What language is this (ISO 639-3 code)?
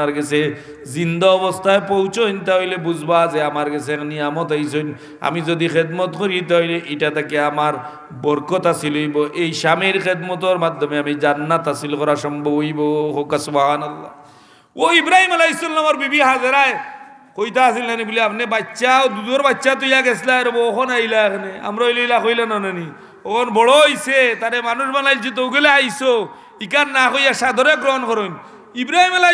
syl